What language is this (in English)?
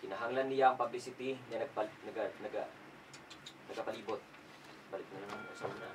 Hiligaynon